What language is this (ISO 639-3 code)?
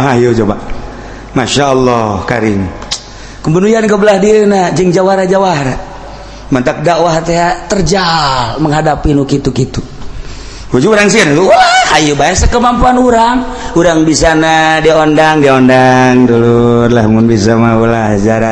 sun